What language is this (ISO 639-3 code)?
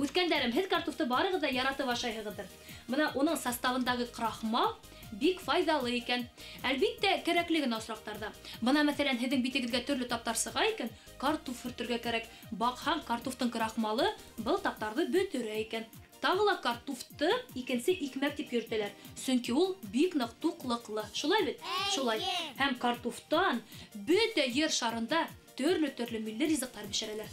bak